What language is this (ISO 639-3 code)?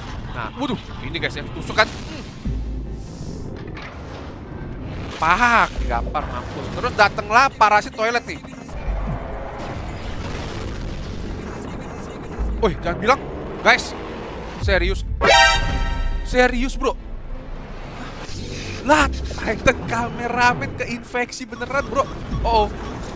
ind